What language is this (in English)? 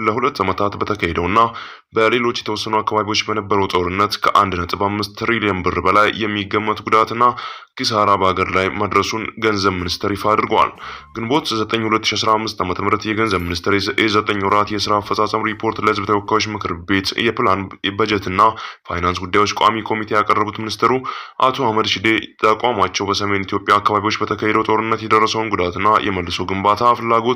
Amharic